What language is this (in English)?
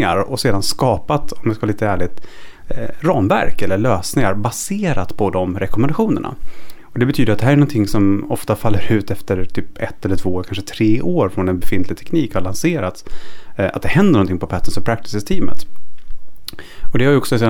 Swedish